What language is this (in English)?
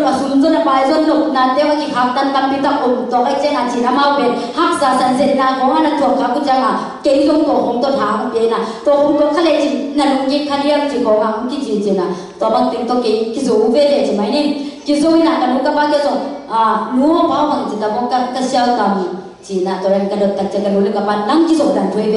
Tedim Chin